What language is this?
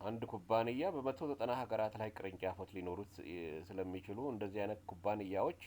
Amharic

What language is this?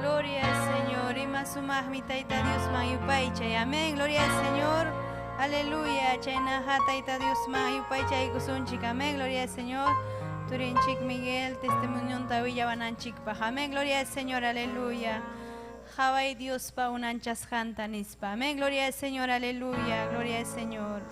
Ayacucho Quechua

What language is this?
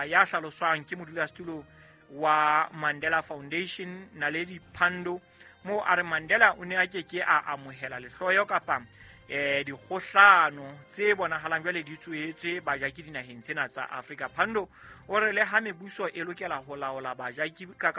Southern Sotho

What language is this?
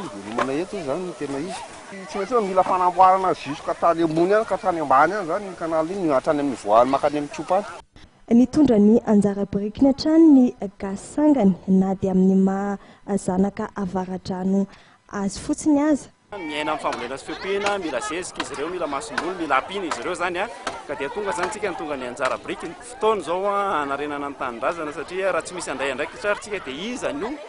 Malagasy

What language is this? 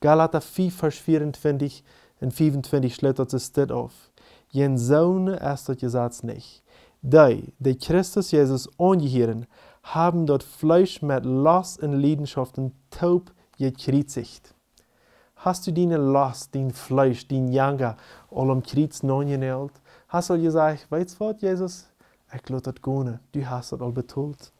Plautdietsch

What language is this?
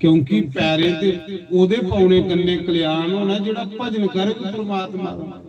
Dogri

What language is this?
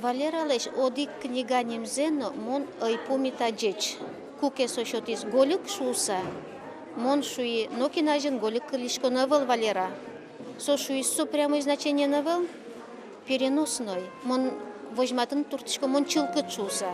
Udmurt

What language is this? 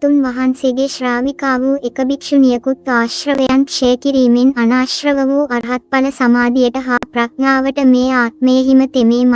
Sinhala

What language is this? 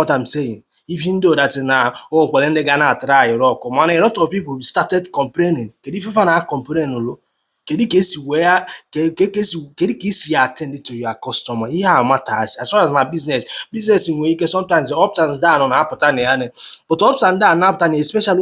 Igbo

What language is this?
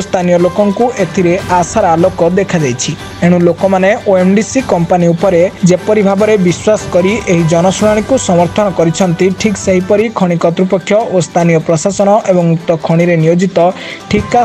Odia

